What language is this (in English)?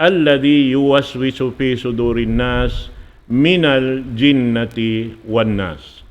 Tausug